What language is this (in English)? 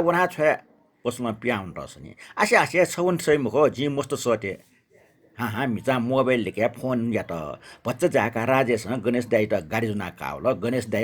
Newari